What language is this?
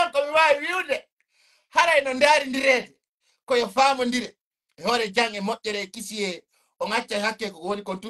Fula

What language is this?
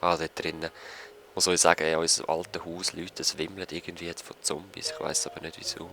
Swiss German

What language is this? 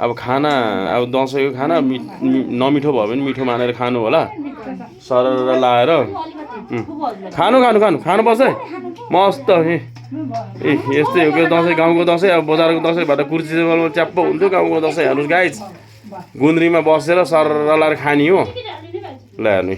Nepali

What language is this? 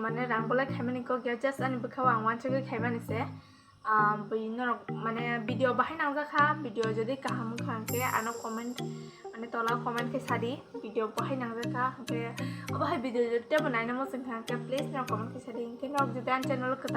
Kok Borok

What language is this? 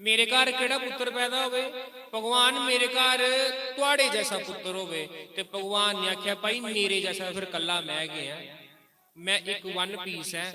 Dogri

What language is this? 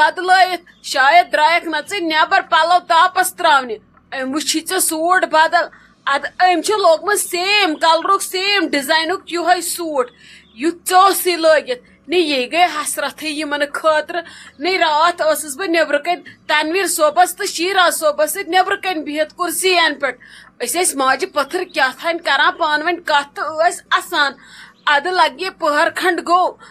Kashmiri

